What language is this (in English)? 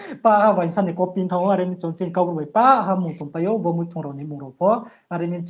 Riang (India)